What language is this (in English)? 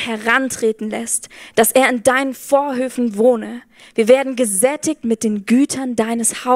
Swiss German